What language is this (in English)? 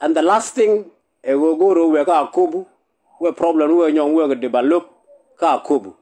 Nuer